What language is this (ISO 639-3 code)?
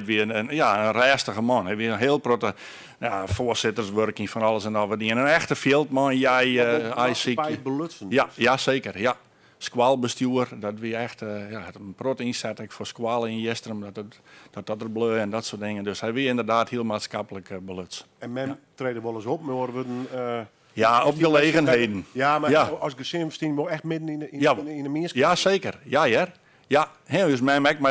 fry